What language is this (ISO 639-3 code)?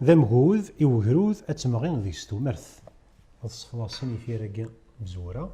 kab